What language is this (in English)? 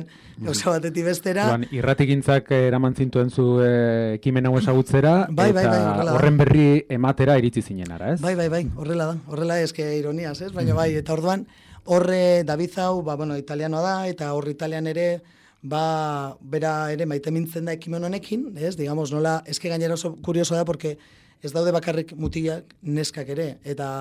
Basque